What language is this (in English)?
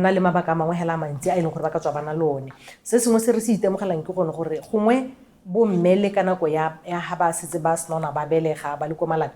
Tswana